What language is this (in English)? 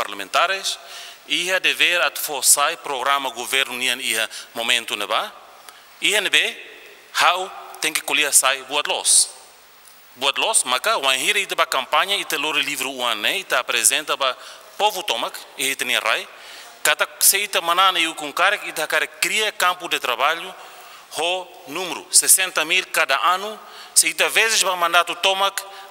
Tetum